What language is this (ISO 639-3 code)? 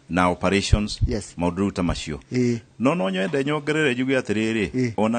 kik